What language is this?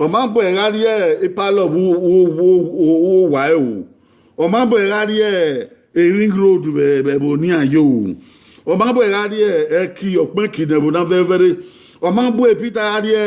Bini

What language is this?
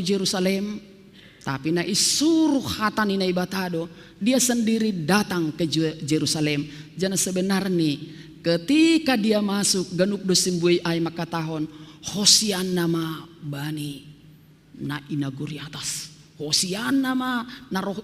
Batak Simalungun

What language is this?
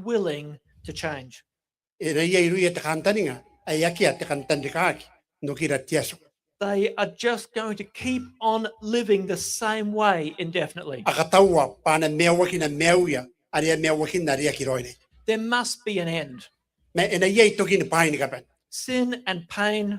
Gilbertese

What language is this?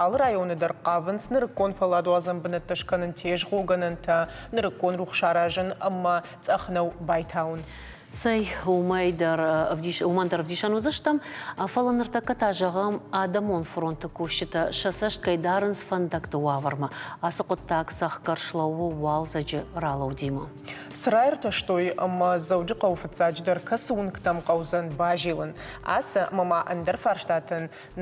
Ossetic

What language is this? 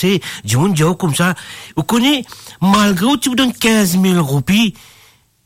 Morisyen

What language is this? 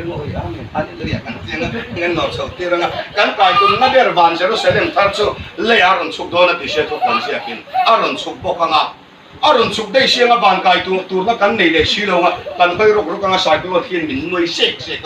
Hmar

